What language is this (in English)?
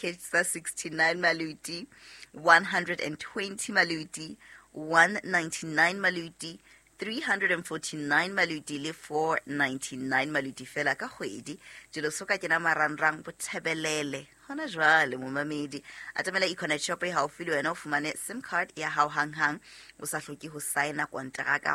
Southern Sotho